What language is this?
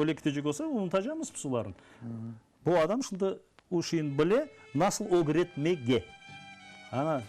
Crimean Tatar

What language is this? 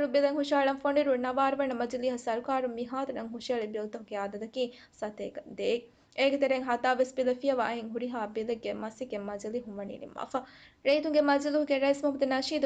Divehi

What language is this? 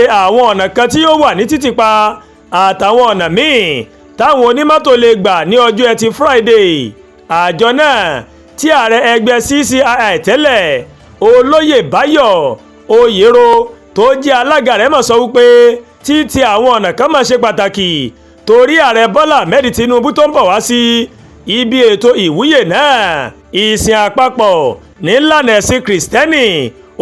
Yoruba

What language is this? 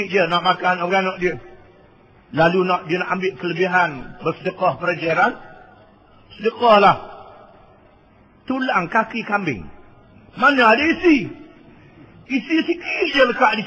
Malay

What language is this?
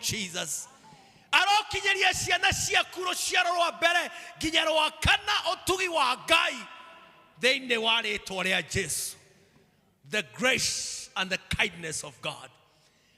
Kikuyu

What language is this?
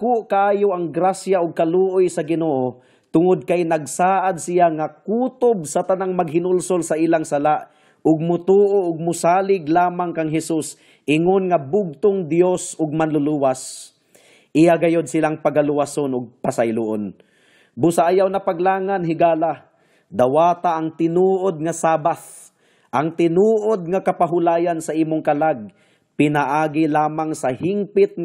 Cebuano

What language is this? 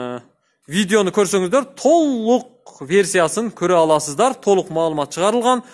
Kyrgyz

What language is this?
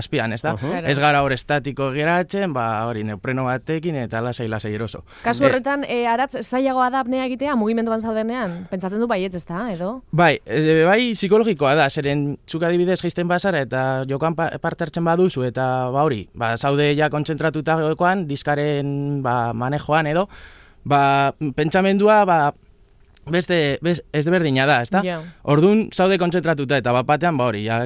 Basque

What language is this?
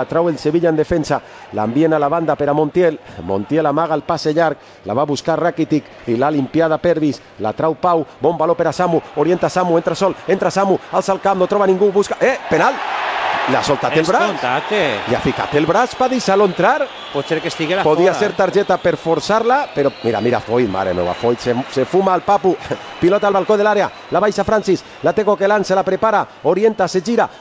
Catalan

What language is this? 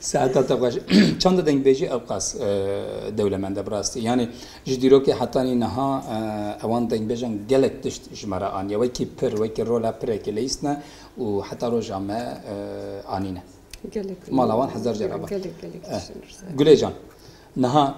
Kurdish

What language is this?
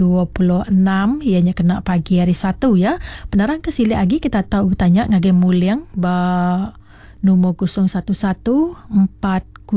Iban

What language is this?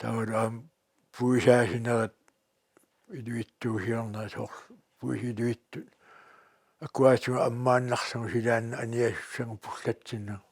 Kalaallisut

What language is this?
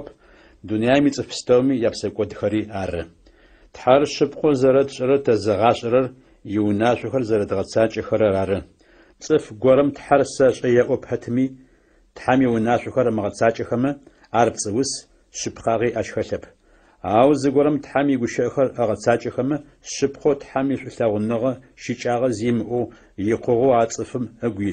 Adyghe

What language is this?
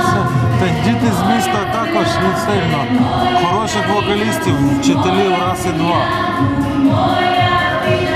Ukrainian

